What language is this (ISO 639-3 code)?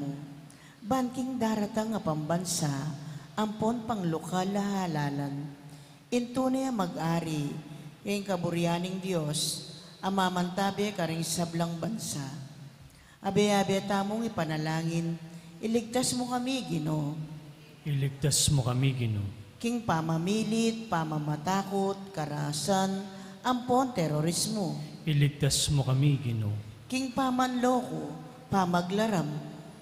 pam